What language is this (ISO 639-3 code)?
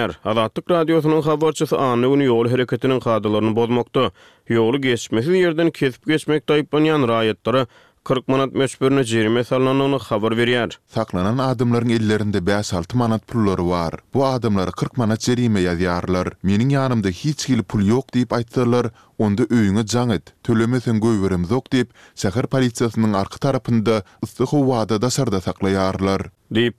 tuk